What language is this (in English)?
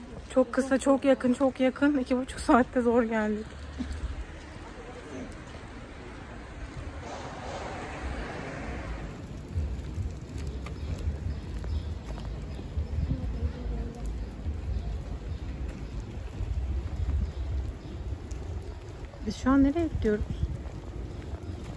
Turkish